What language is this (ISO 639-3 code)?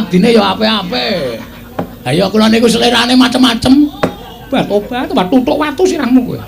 jav